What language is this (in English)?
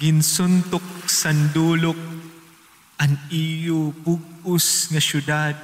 Waray